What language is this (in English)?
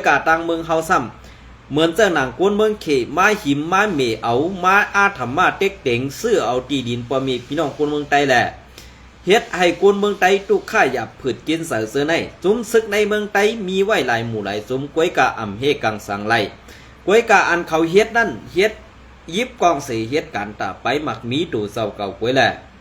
Shan